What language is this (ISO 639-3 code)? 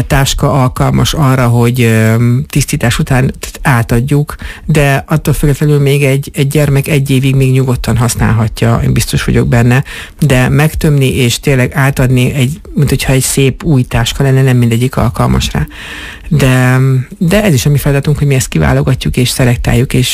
hun